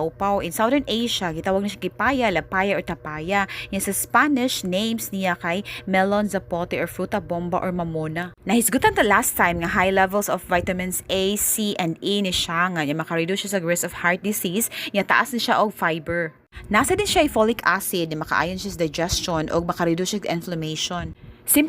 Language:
Cebuano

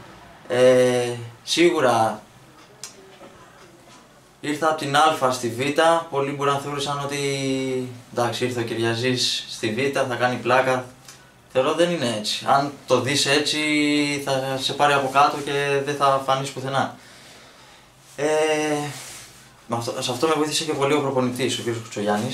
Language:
Greek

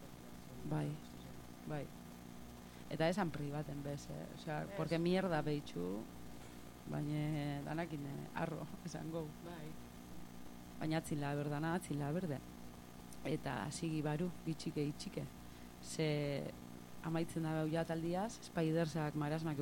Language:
Basque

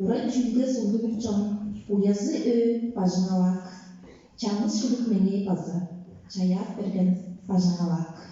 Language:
Tuvinian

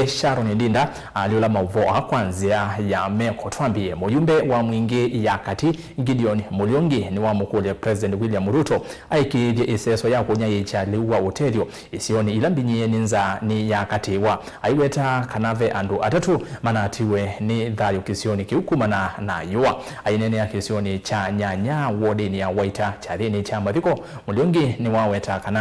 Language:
Kamba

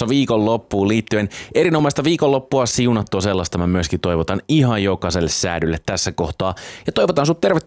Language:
Finnish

